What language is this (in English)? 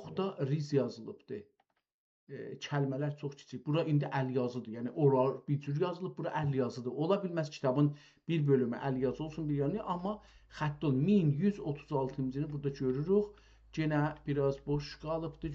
South Azerbaijani